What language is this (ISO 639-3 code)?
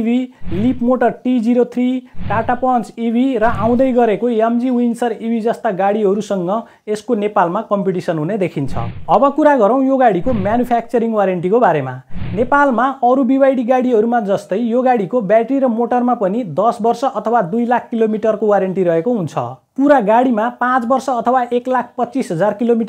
nep